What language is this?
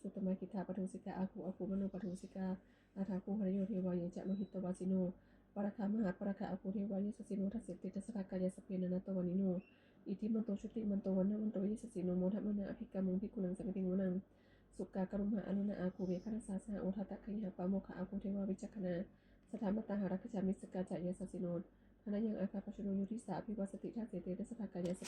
Pali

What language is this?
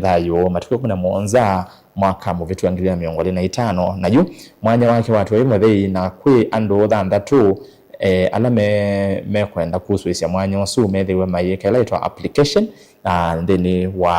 Kamba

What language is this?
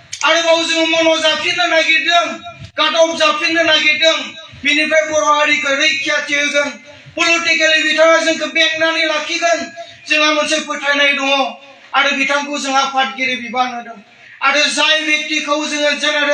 Bodo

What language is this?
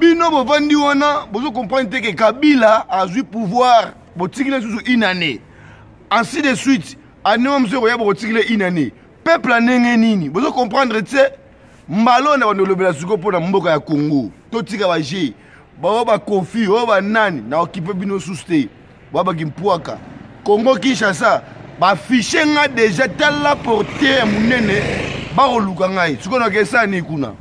Lingala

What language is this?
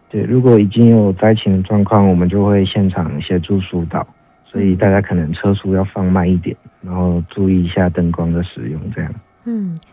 Chinese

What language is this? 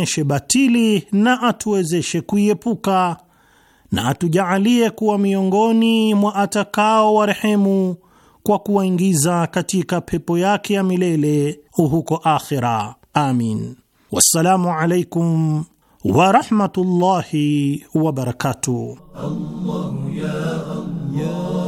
Swahili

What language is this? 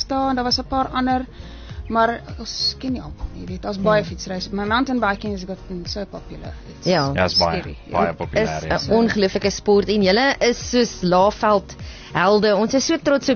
Afrikaans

